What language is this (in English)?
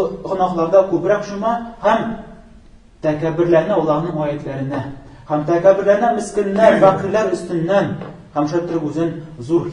Tatar